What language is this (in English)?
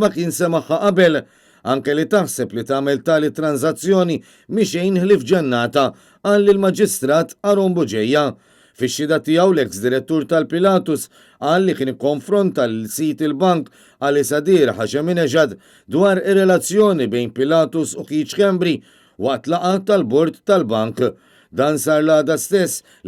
Maltese